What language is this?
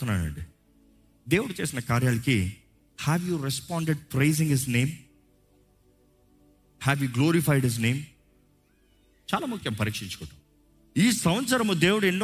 Telugu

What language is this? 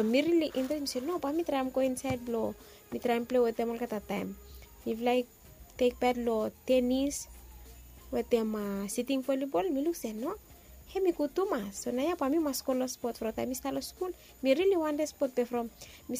Bislama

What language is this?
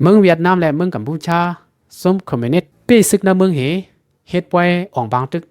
Lao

